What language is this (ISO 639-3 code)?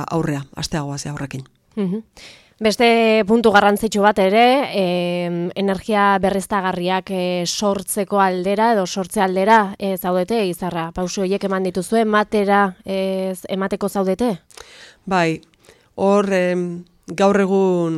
eus